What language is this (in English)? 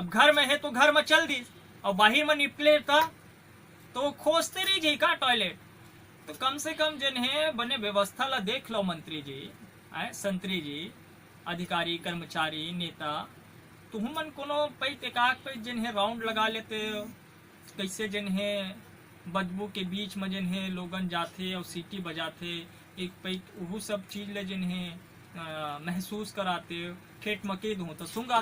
Chhattisgarhi